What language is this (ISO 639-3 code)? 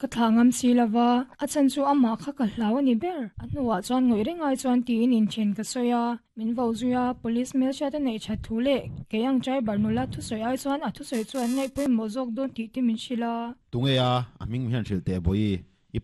lus